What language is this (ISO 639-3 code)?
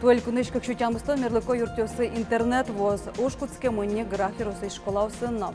udm